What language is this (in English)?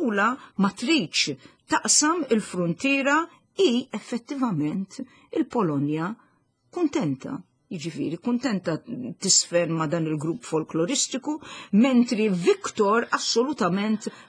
Maltese